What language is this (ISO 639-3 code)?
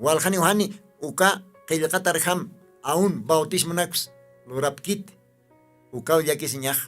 aym